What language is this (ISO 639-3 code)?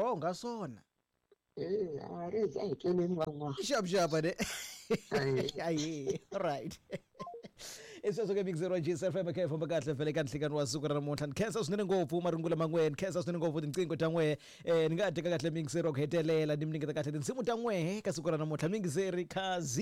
tso